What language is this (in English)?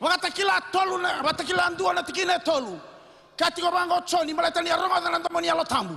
Fijian